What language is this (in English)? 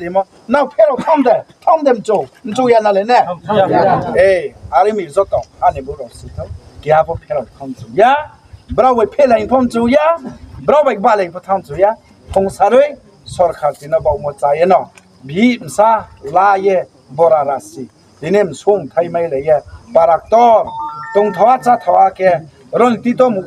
Riang (India)